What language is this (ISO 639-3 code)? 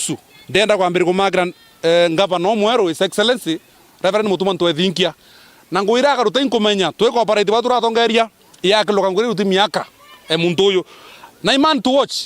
mer